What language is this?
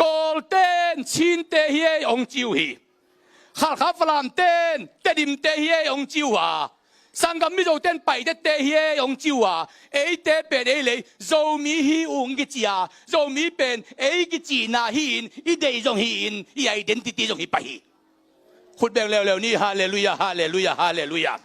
Tedim Chin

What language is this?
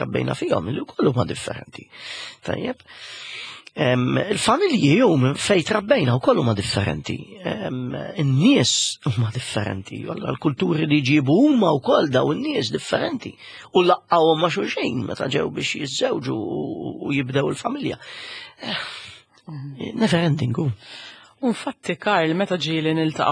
Maltese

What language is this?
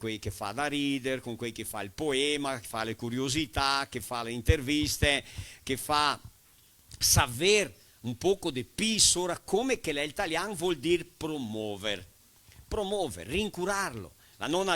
Venetian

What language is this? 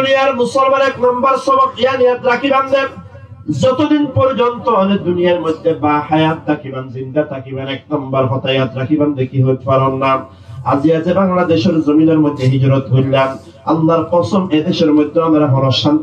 Rohingya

